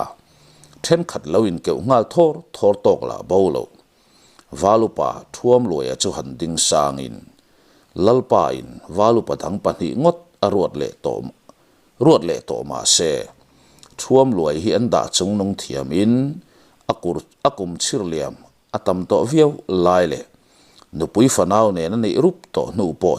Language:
Mizo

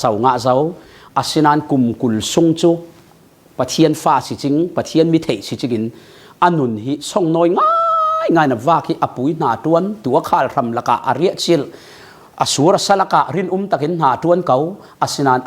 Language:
Falam Chin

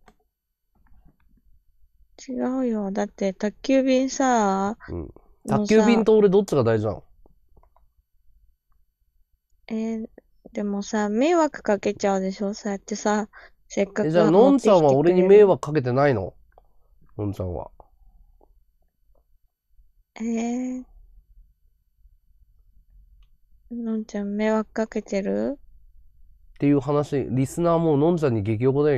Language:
Japanese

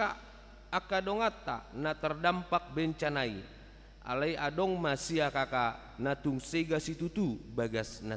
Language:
Batak Toba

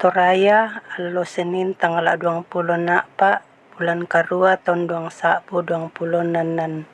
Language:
Toraja-Sa'dan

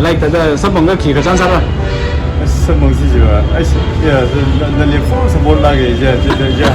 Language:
Tangkhul Naga (India)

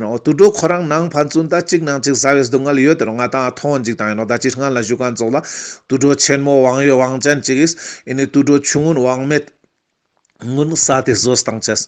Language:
Ladakhi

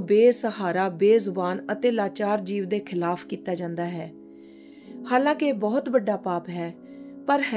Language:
Punjabi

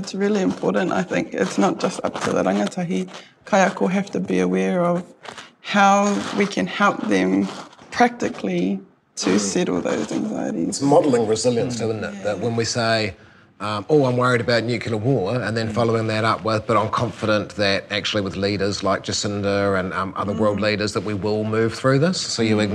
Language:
English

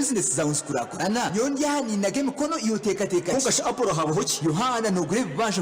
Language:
Nyankole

